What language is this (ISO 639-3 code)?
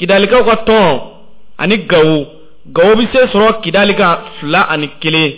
bam